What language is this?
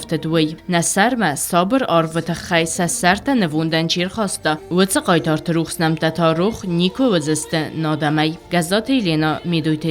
Ossetic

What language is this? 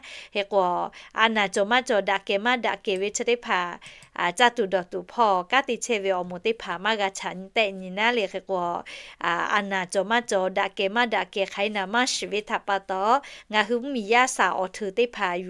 Lahu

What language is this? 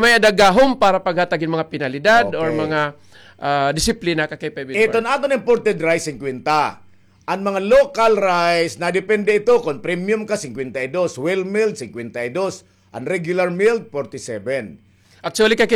Waray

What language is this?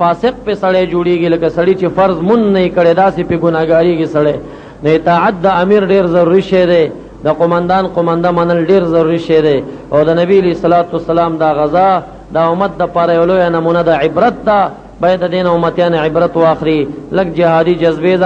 Pashto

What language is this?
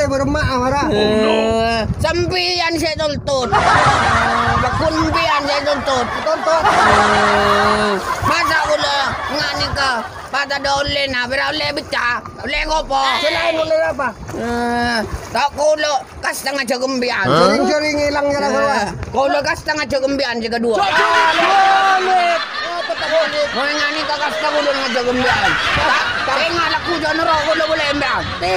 Madurese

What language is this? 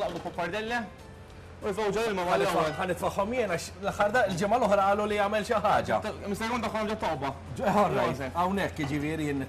Maltese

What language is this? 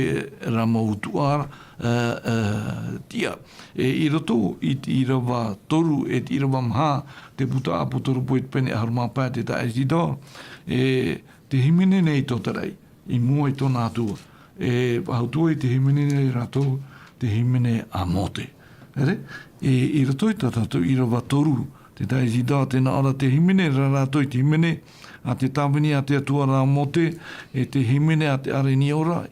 Tahitian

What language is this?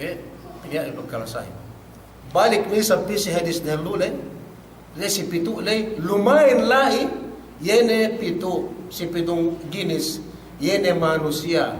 Yakan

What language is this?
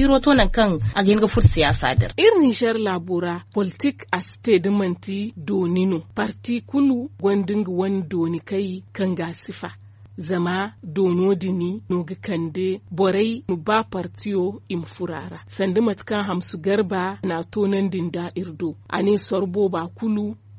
Zarma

